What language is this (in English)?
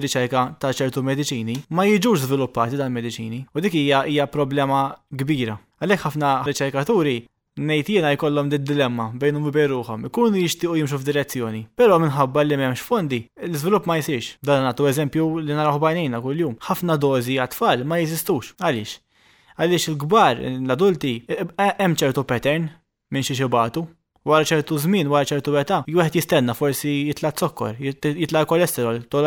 Maltese